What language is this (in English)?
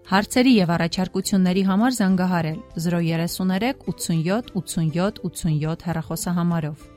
Armenian